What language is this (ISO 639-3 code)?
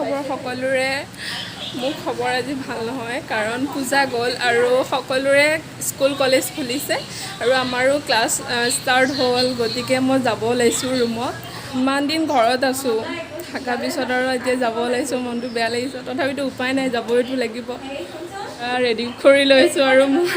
asm